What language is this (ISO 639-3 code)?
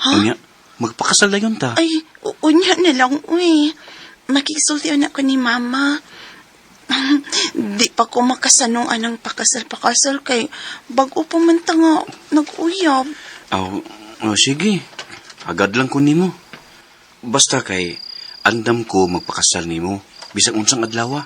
ceb